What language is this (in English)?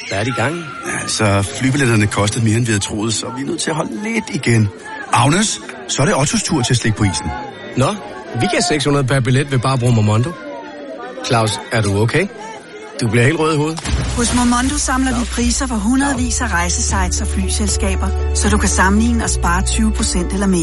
Danish